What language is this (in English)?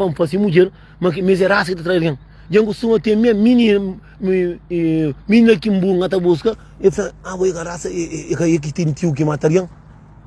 Kabuverdianu